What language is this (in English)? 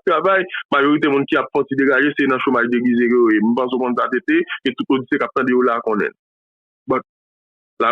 Haitian Creole